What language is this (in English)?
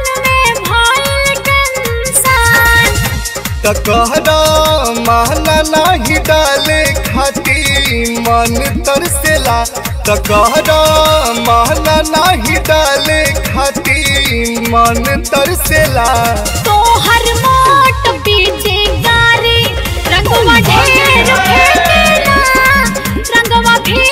Bhojpuri